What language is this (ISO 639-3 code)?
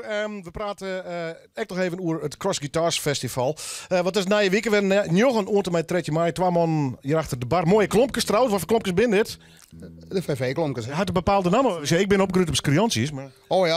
fry